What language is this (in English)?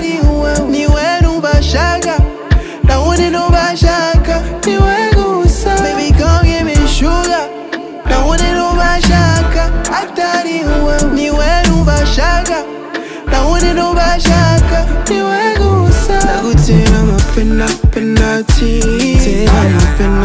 Kinyarwanda